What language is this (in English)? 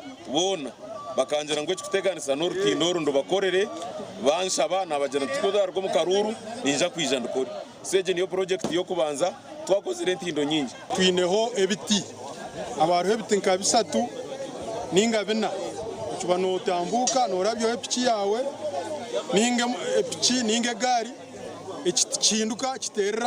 Nyankole